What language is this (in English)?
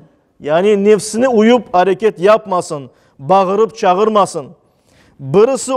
Crimean Tatar